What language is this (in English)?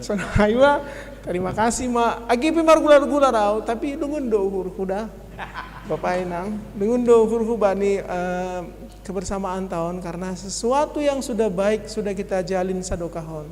Batak Simalungun